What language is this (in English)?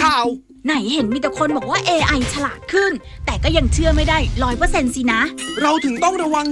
Thai